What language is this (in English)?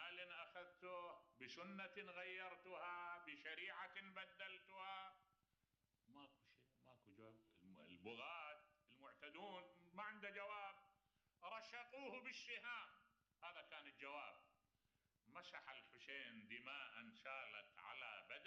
Mesopotamian Arabic